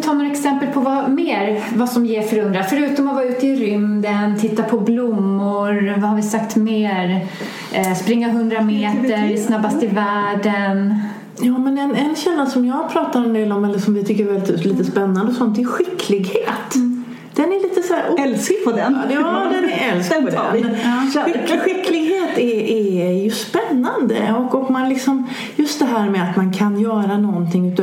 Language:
Swedish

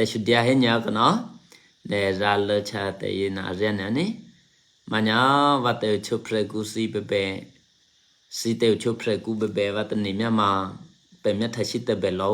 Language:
Eastern Kayah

